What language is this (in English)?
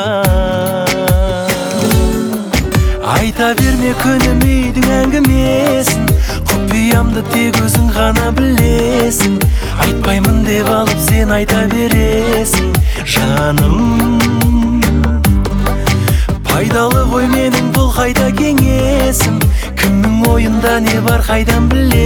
Kazakh